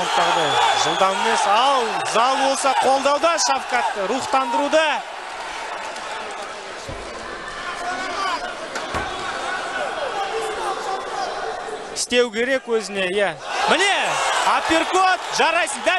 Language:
Kazakh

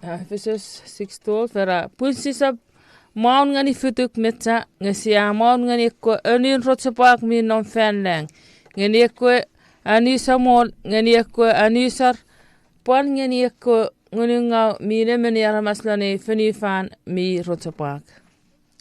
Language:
Chuukese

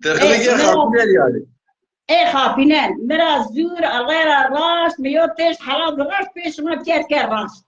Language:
Zaza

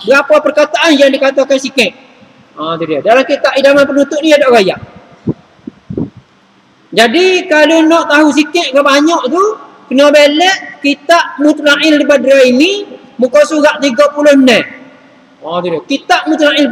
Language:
Malay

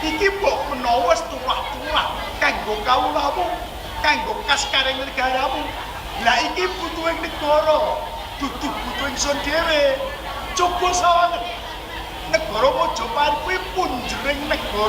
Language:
Javanese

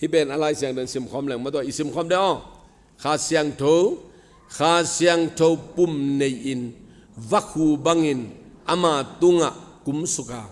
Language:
Tedim Chin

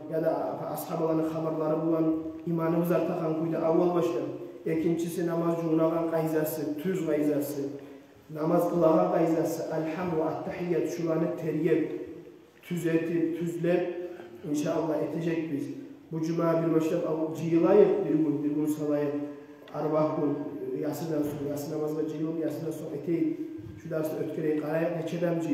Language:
Kumyk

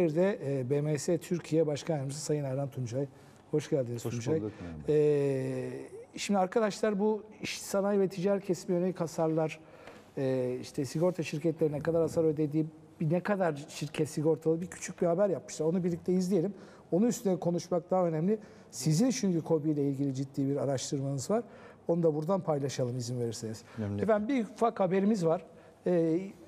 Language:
Turkish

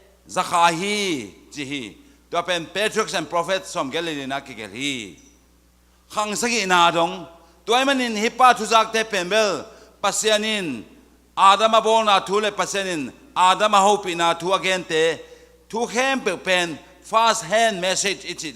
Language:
Tedim Chin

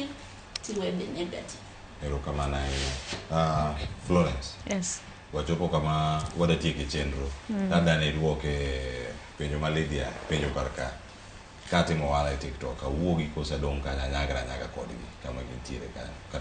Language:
Luo (Kenya and Tanzania)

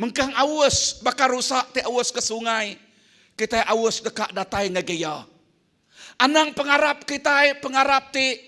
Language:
Iban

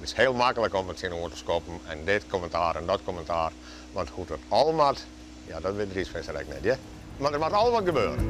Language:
Western Frisian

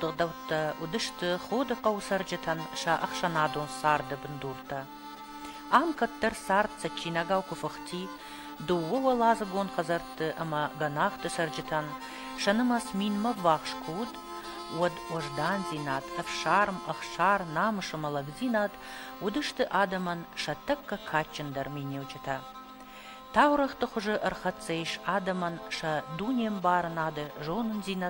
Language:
Ossetic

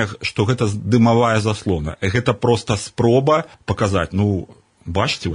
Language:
Belarusian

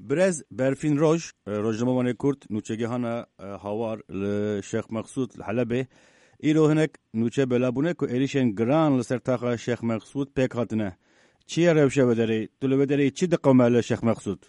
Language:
Kurdish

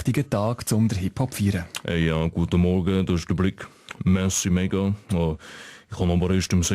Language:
Swiss German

